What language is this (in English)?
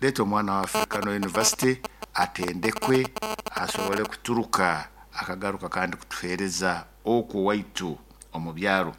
Nyoro